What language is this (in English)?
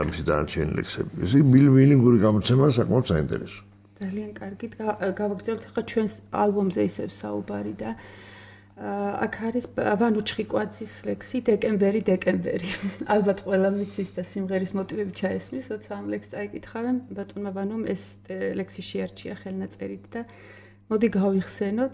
Georgian